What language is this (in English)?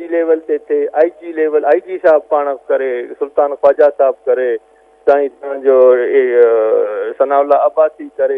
Sindhi